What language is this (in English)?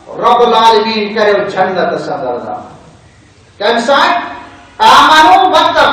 Kashmiri